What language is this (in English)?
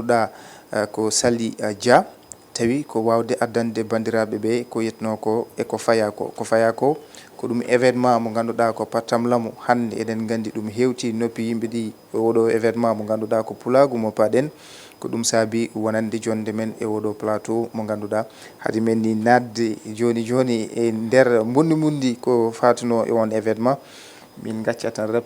Fula